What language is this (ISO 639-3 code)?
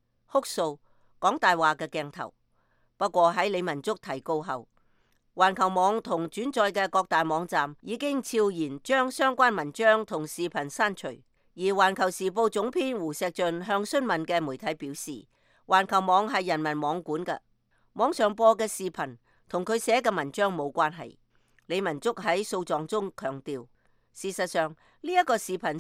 yue